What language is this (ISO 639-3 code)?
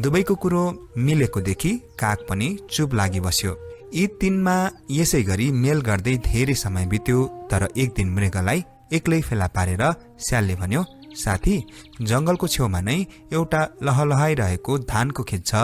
nep